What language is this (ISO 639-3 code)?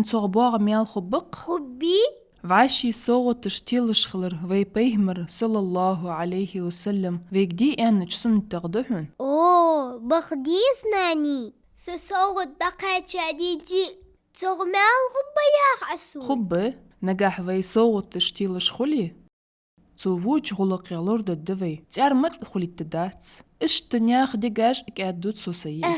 inh